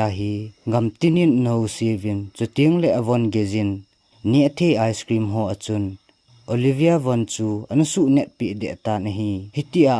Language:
Thado Chin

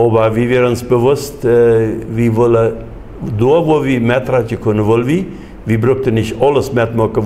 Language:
Plautdietsch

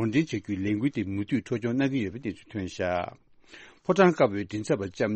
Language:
Tibetan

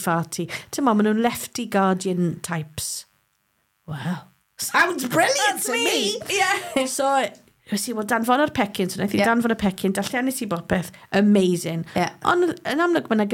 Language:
Welsh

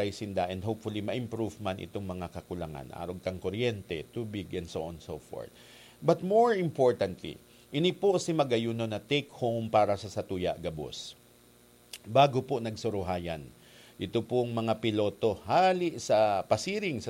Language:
Bikol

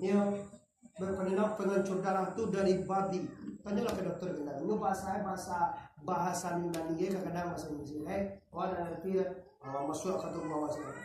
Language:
Minangkabau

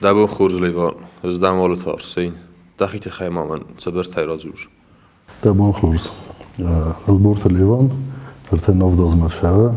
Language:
Ossetic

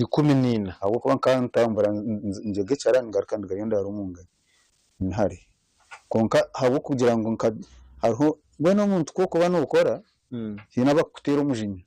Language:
Nyankole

